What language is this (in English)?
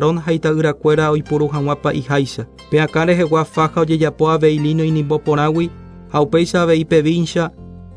Guarani